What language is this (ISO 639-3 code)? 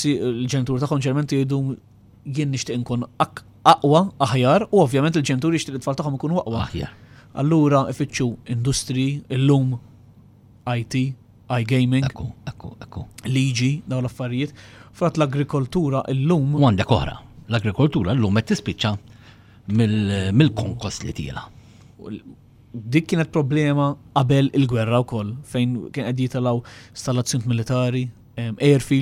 mlt